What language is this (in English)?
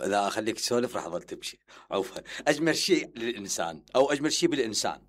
Mesopotamian Arabic